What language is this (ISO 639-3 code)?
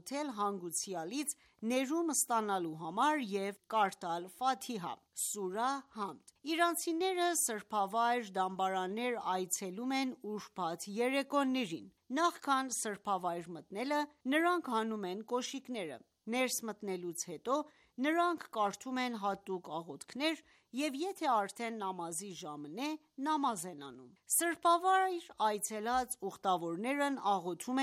hye